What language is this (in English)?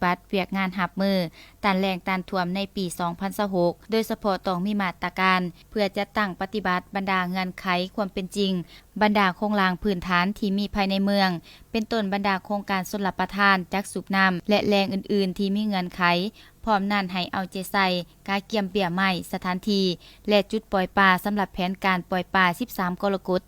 Lao